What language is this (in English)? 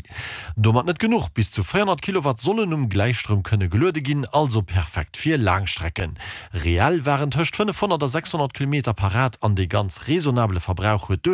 Luxembourgish